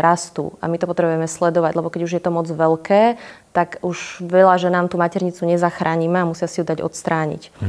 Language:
Slovak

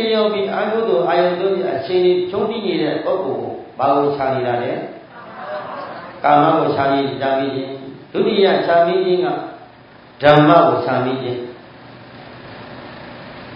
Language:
Burmese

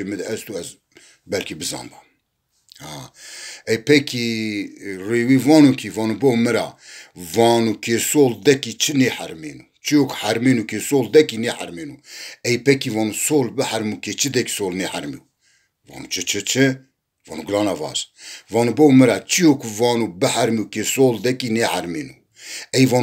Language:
Zaza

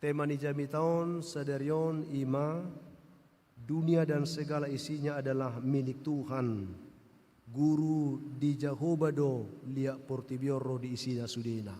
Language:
Batak Toba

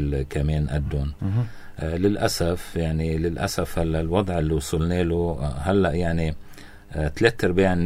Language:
North Levantine Arabic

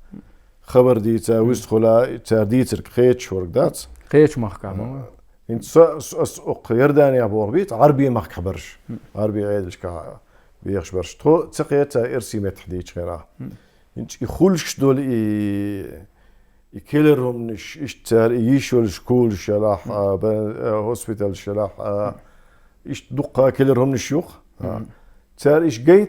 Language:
Chechen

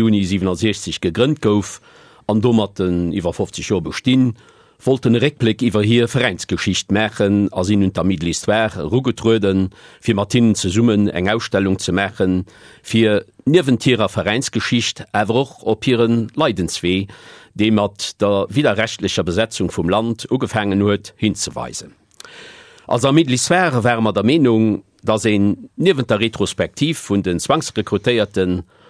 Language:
Luxembourgish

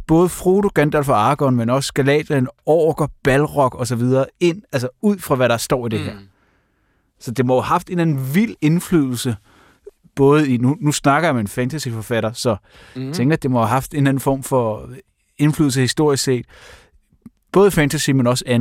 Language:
Danish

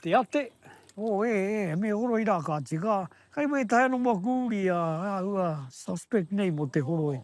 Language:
Māori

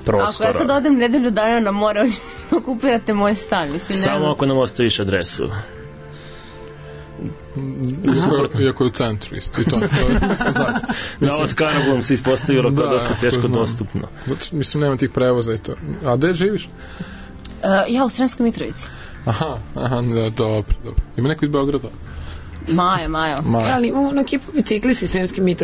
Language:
Serbian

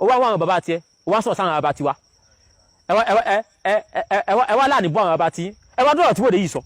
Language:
Yoruba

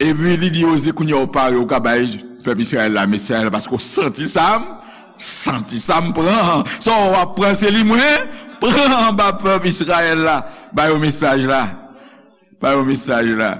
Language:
Haitian Creole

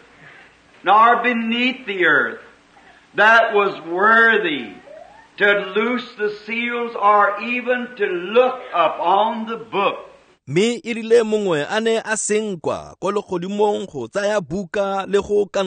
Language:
Tswana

